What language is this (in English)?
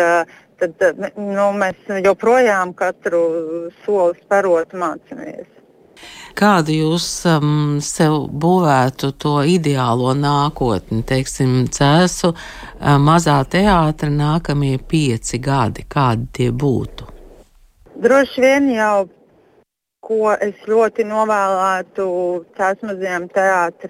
Latvian